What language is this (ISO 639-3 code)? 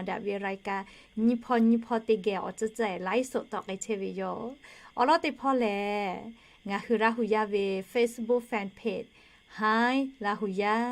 lhu